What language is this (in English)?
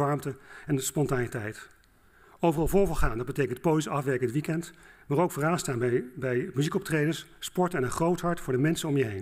Dutch